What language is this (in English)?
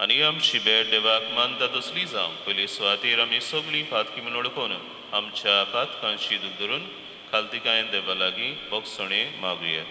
Konkani